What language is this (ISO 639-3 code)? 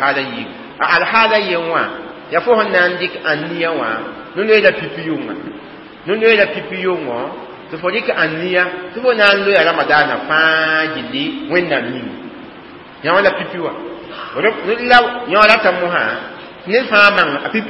mos